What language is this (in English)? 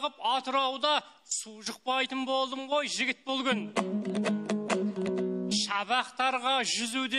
Kazakh